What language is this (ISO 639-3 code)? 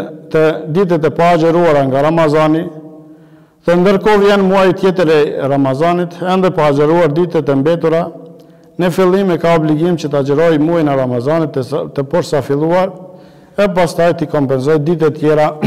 sqi